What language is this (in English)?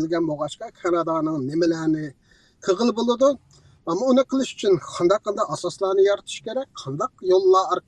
Uyghur